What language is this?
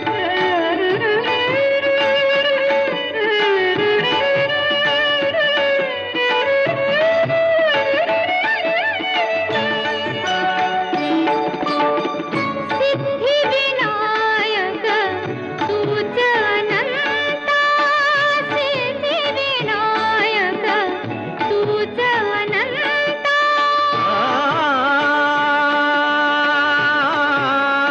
Marathi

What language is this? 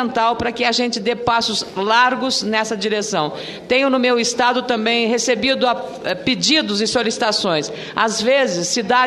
Portuguese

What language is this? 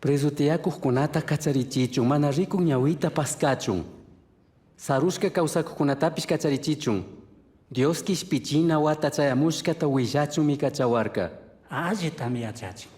Chimborazo Highland Quichua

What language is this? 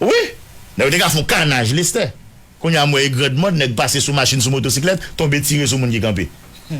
Haitian Creole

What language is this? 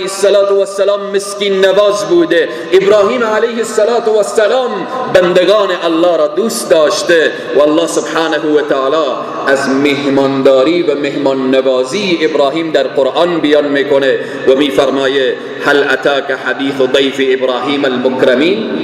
Persian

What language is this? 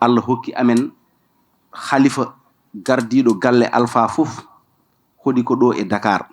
Fula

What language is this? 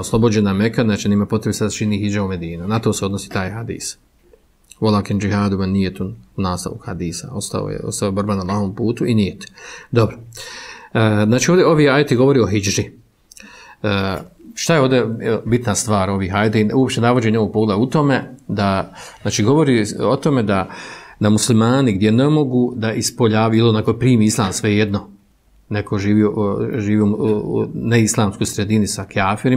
Bosnian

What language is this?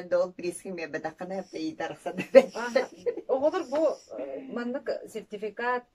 Yakut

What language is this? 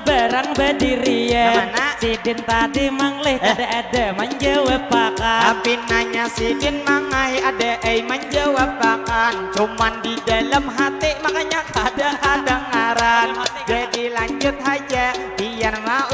Banjar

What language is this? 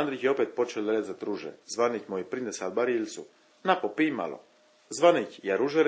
Chakavian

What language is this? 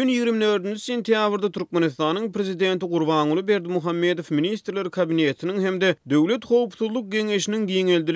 Turkmen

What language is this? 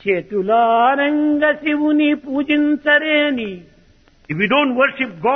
Telugu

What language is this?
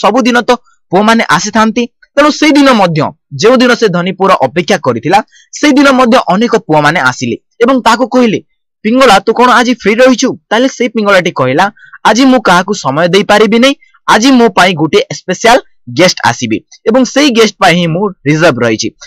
Odia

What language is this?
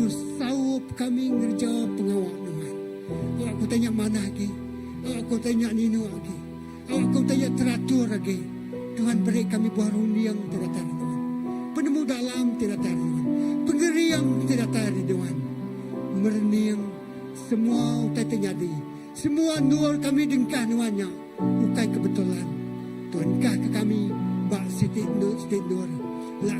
Iban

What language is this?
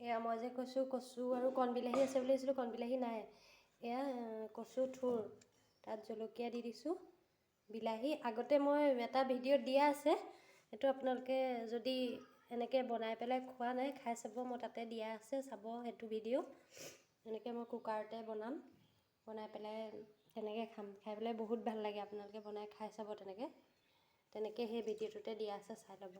Assamese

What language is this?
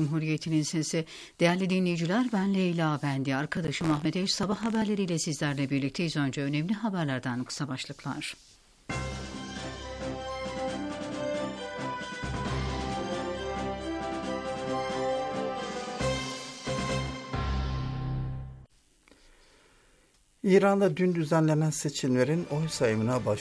Turkish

